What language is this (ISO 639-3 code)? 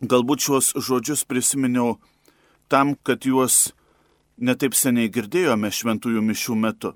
lit